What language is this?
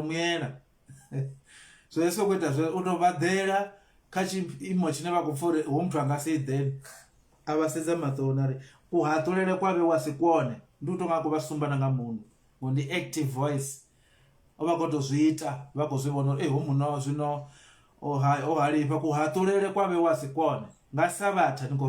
Venda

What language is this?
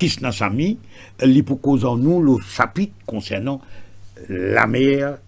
Morisyen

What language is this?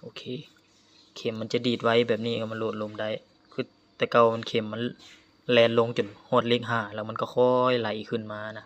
Lao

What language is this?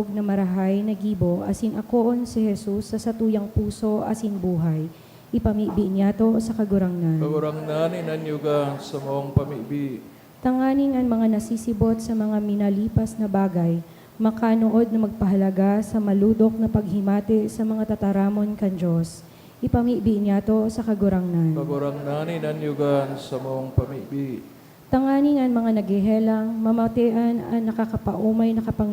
Bikol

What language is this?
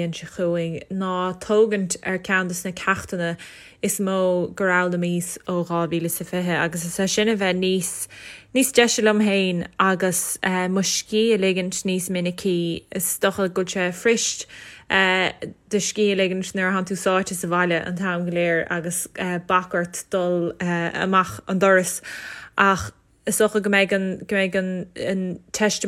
Irish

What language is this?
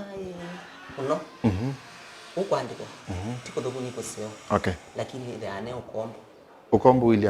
Kamba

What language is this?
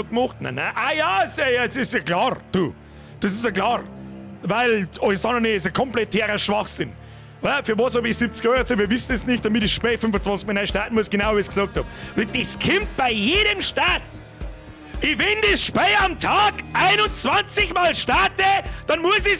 Bavarian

